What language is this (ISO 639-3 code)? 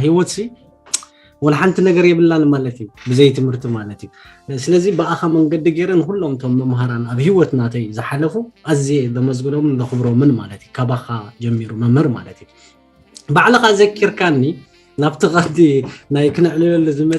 tir